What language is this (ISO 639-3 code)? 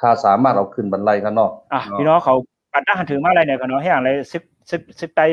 shn